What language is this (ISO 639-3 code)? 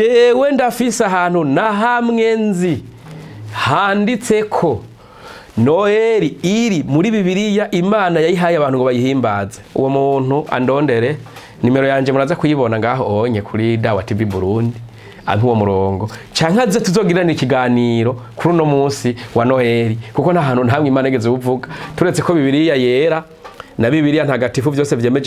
run